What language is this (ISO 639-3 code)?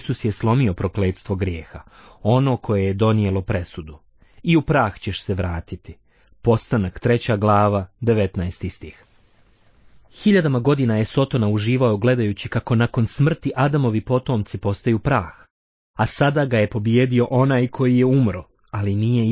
bos